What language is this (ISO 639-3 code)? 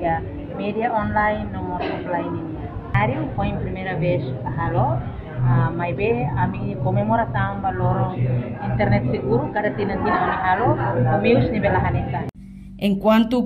tet